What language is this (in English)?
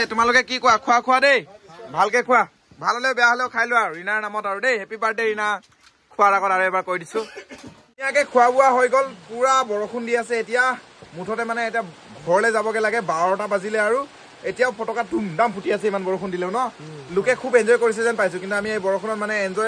Assamese